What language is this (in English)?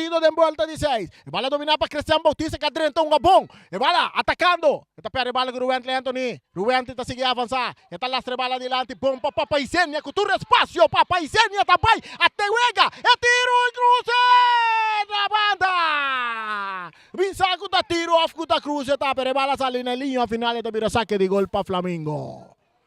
Papiamento